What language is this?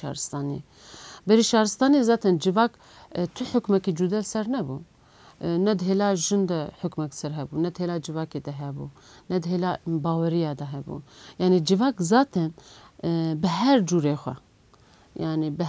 Kurdish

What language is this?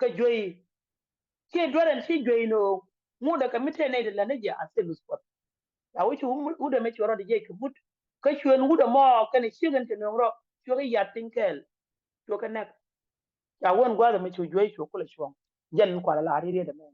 Nuer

